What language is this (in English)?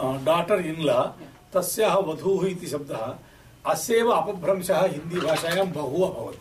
Sanskrit